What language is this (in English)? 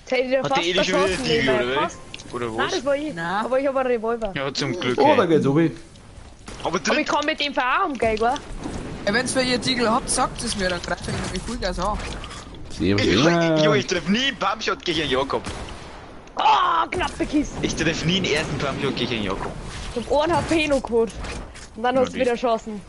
Bavarian